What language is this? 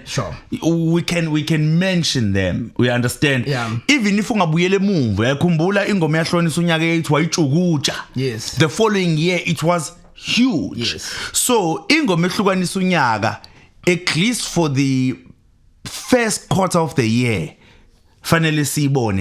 Zulu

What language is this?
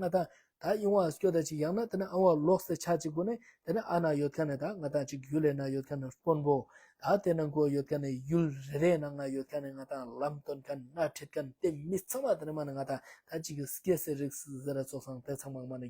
Ladakhi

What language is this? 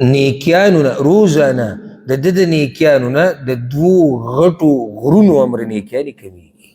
Pashto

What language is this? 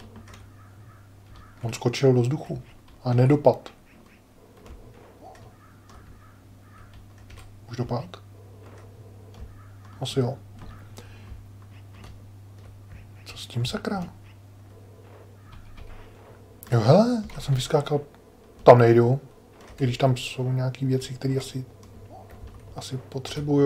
Czech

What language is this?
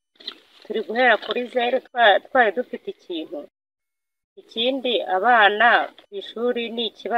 Kinyarwanda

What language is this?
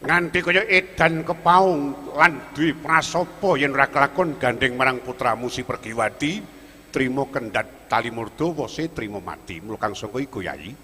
Javanese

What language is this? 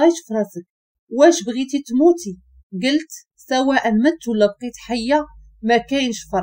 Moroccan Arabic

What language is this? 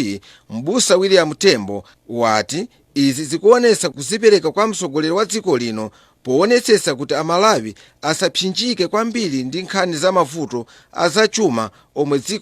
Nyanja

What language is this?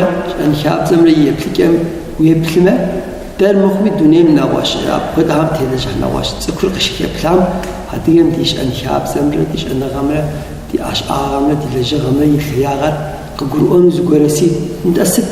Kabardian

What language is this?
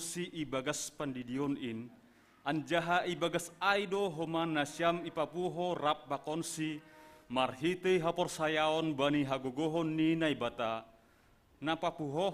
Batak Simalungun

